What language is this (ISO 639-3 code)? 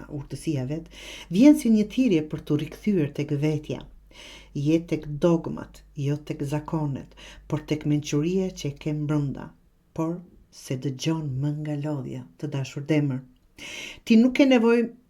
sqi